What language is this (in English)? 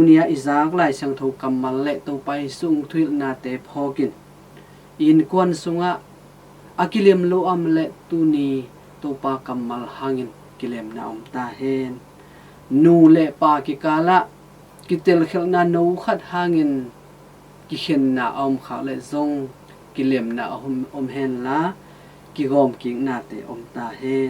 Tedim Chin